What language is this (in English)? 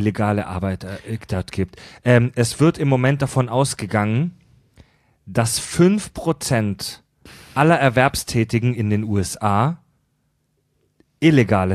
German